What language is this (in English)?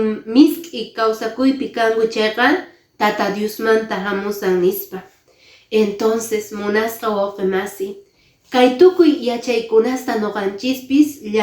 Quechua